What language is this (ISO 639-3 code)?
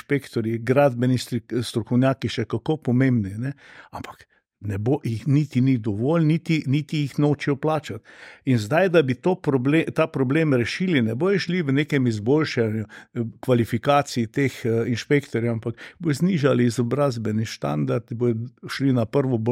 slv